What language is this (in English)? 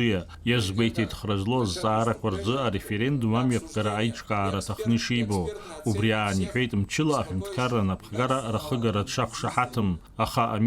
Abkhazian